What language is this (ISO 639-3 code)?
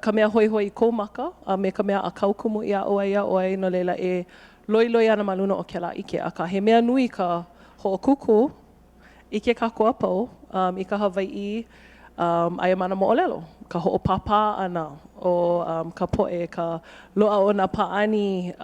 haw